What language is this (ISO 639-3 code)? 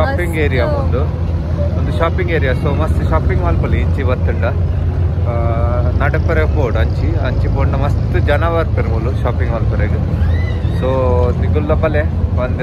tcy